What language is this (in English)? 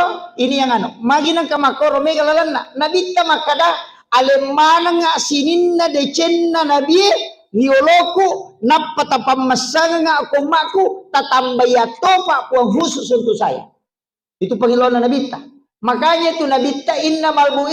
Buginese